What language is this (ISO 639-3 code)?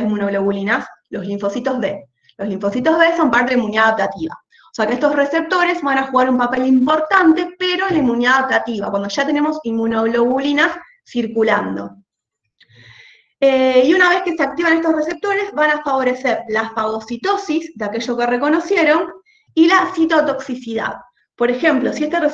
spa